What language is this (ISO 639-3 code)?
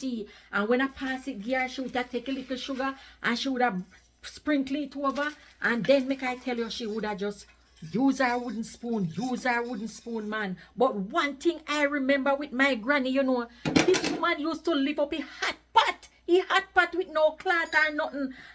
jam